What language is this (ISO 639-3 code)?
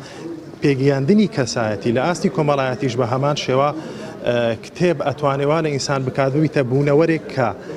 ckb